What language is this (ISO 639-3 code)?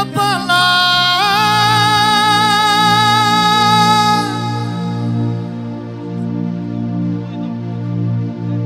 ron